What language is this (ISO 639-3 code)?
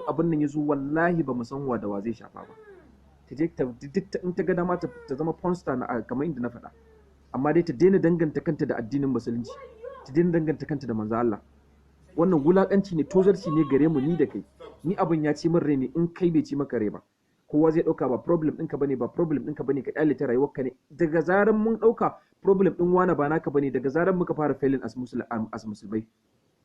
hau